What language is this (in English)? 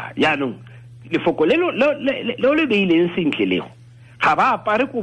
Tswana